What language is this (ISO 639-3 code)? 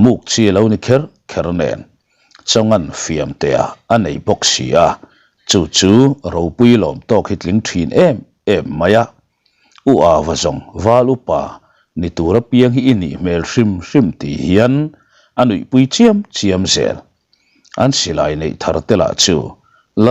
lus